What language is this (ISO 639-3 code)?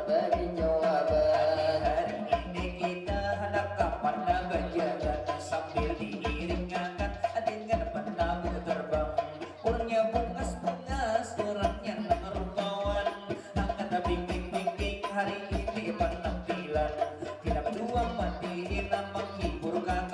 bjn